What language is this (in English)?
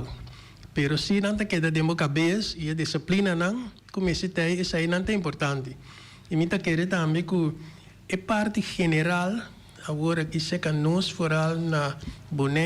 Papiamento